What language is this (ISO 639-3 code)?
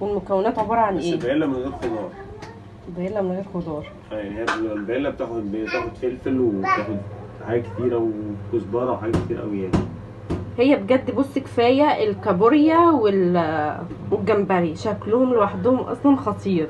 arz